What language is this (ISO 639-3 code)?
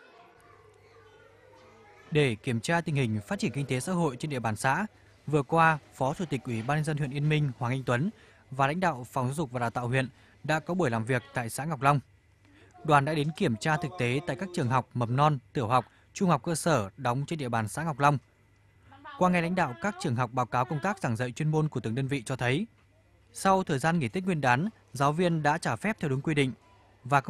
vie